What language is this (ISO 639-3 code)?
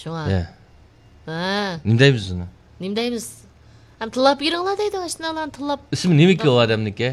uig